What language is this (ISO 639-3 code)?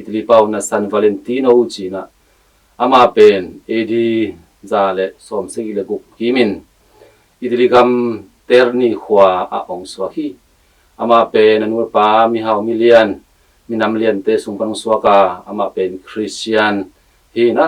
ctd